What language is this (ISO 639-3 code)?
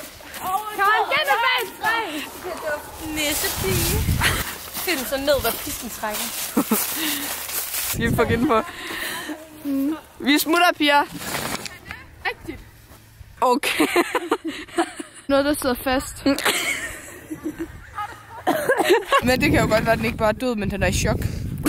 dan